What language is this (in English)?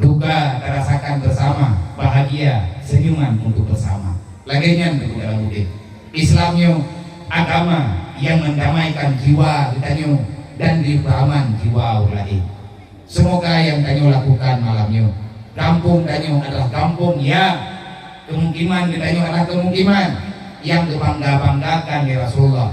Achinese